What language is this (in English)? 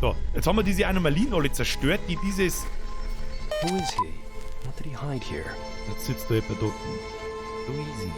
Bavarian